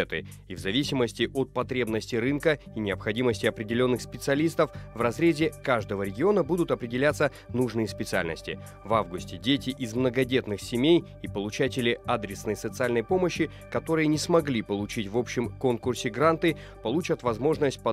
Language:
Russian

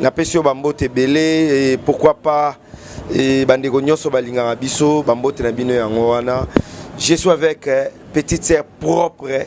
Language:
Lingala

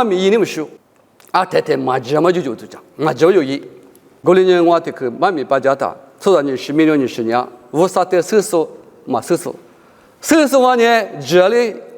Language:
Lisu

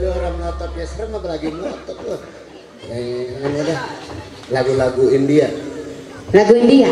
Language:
Betawi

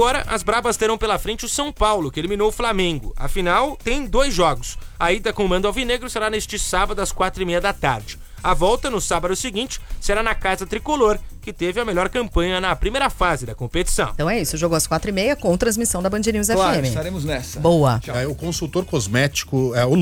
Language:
Portuguese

